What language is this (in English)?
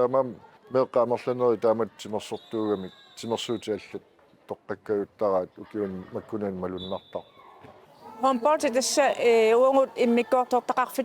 Kalaallisut